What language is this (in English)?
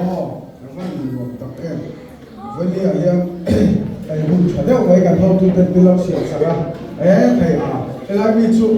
Mizo